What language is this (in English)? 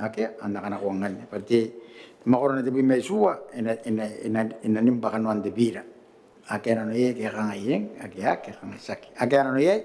Gilbertese